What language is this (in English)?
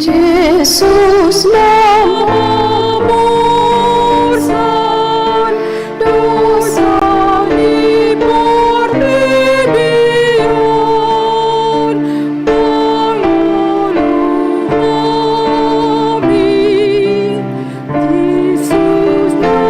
Batak Toba